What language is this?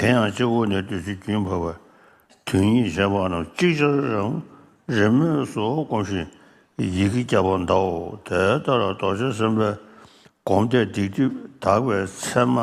Tibetan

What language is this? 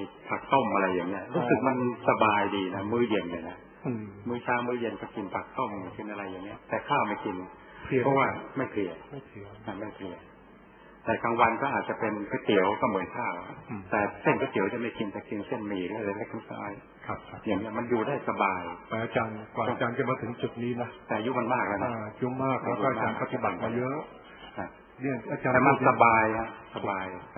Thai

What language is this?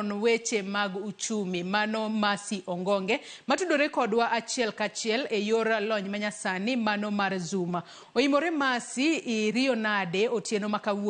Luo (Kenya and Tanzania)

